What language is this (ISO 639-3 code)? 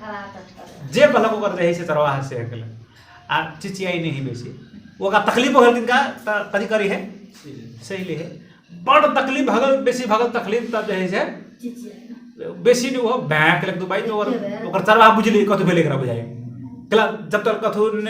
mai